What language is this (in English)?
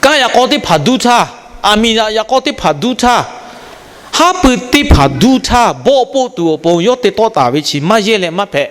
Lahu